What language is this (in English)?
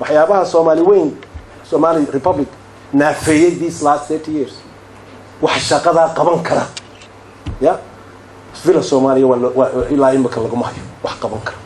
Somali